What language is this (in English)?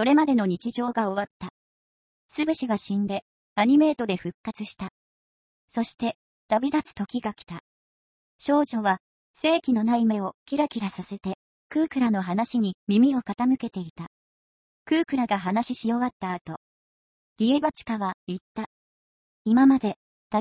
Japanese